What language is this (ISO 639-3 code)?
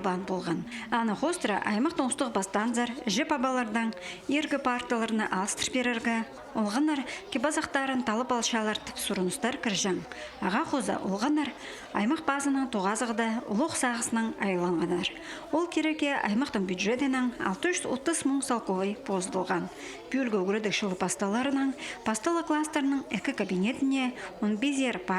kjh